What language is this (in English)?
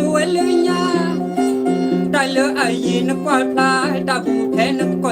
S'gaw Karen